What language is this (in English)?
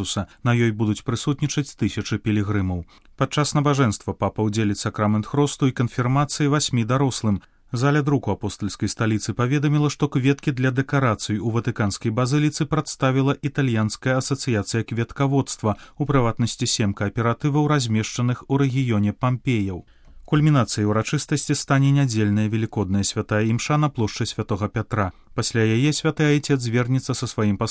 Belarusian